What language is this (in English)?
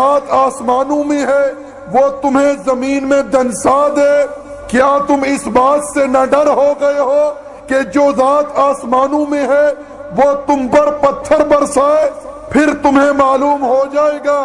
Urdu